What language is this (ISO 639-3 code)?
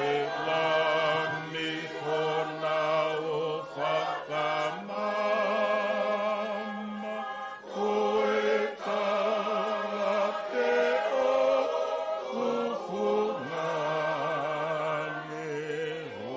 ton